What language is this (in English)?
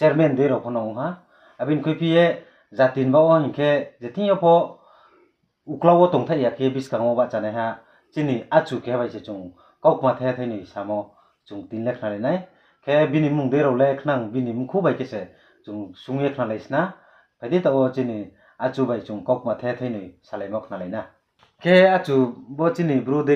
Riang (India)